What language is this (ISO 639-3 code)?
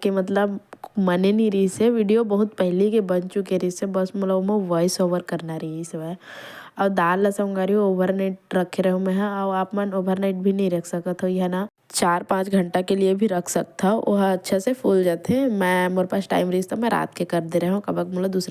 hne